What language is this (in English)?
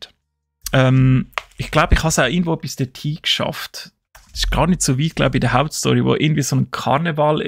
Swiss German